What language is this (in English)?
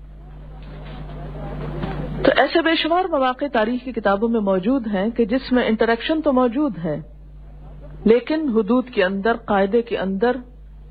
Urdu